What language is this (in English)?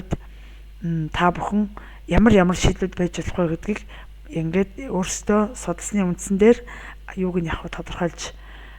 Mongolian